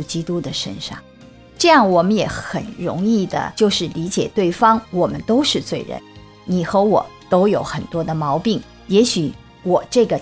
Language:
Chinese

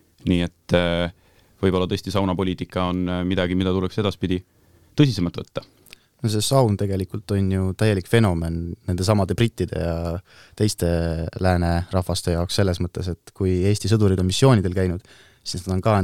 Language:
Estonian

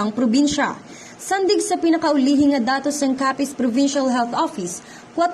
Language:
Hiligaynon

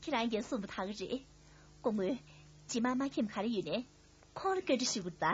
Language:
Tibetan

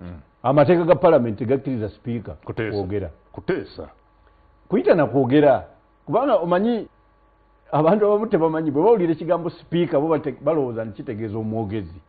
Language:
Ganda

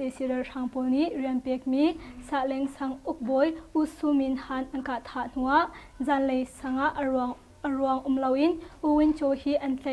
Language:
Hakha Chin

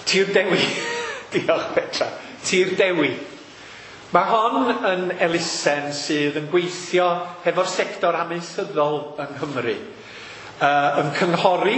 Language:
Welsh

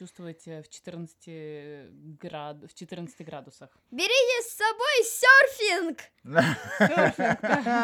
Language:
Russian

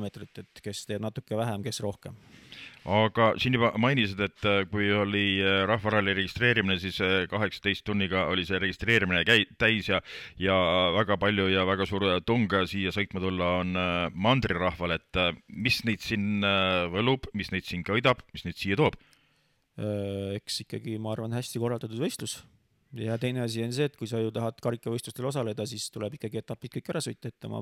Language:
Estonian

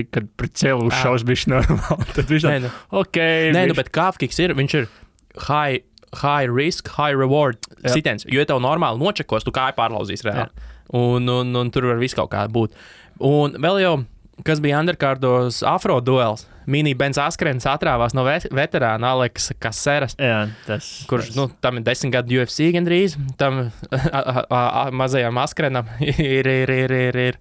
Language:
Latvian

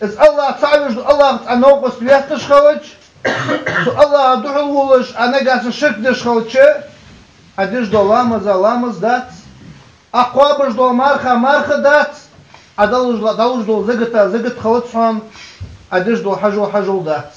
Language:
Ingush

